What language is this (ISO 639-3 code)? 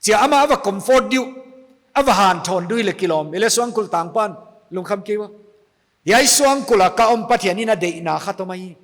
pck